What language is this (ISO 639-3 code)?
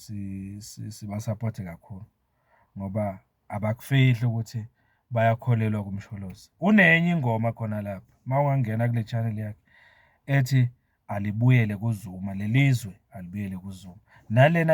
zul